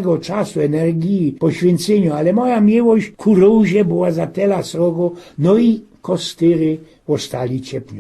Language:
Silesian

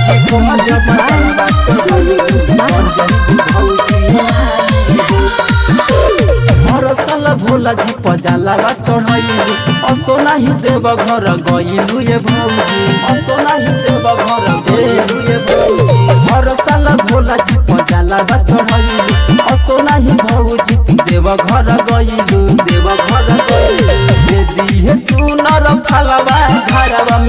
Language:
Bhojpuri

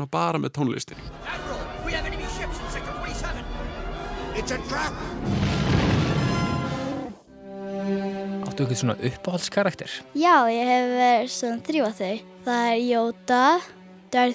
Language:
Icelandic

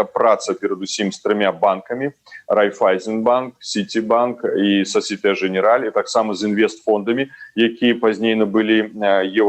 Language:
Belarusian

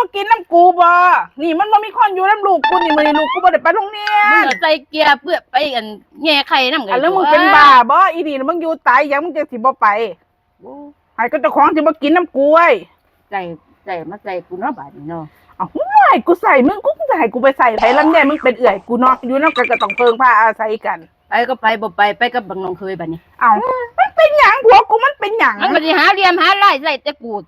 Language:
Northeastern Thai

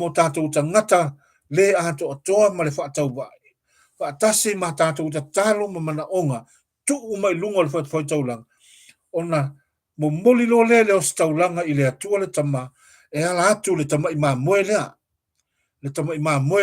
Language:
Samoan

